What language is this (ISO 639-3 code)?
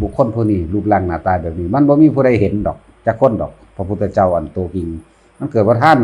tts